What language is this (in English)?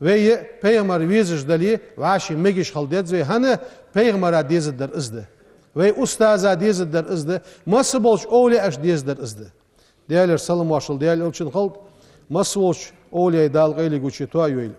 Ingush